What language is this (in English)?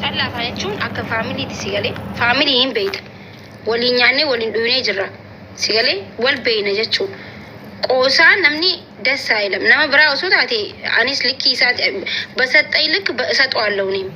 Oromo